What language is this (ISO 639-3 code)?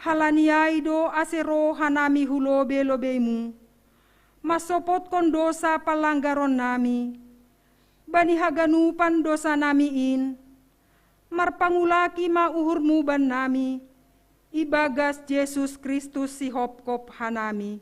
bts